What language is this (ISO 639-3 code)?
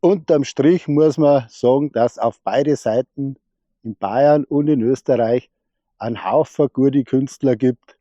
bar